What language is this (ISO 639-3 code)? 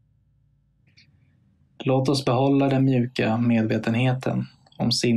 swe